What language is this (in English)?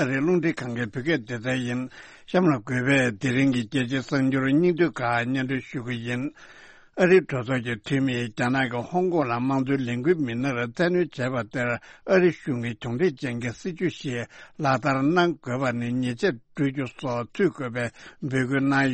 Tibetan